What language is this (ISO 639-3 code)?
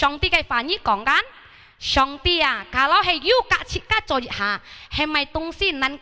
hak